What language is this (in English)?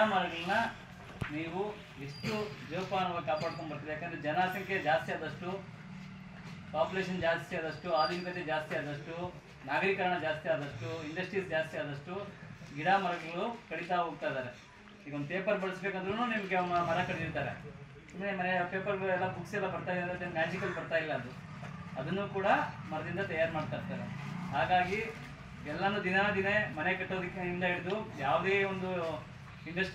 Kannada